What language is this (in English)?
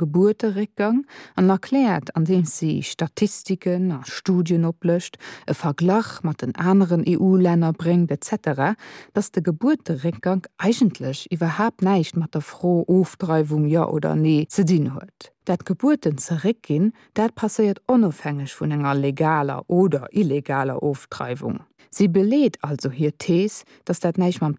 Luxembourgish